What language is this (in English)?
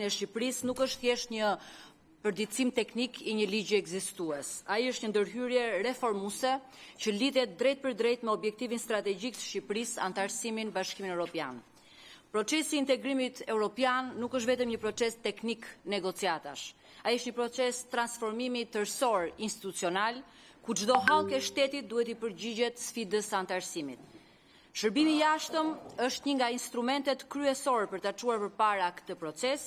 Albanian